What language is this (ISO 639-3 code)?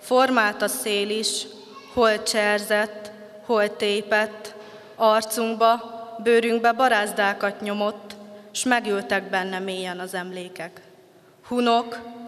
hun